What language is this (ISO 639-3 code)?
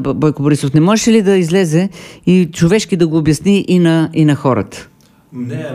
bul